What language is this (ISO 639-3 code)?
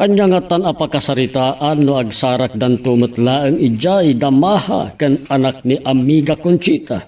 ilo